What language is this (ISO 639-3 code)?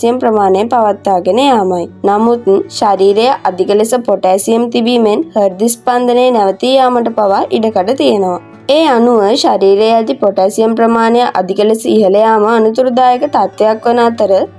sin